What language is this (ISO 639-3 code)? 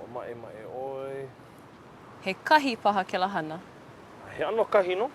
haw